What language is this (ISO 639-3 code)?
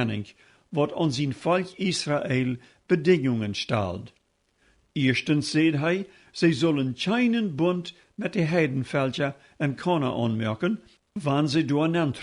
pdt